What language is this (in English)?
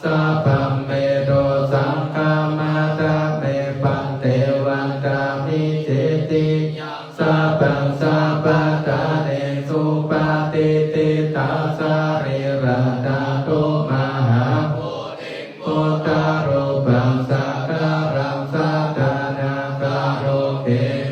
Pali